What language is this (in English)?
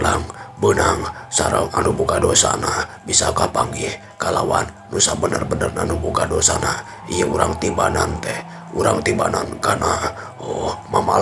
Sundanese